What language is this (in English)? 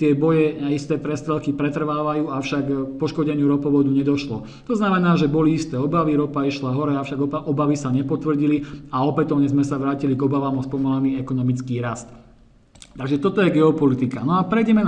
Slovak